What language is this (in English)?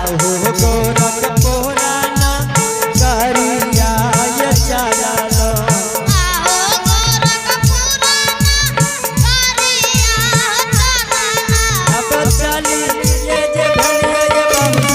Angika